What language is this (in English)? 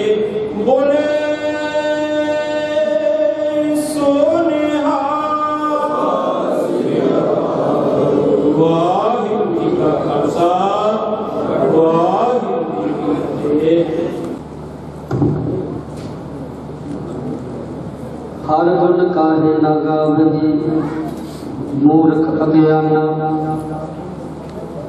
Punjabi